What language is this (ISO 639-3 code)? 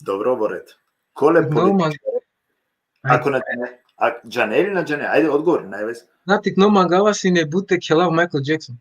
rmn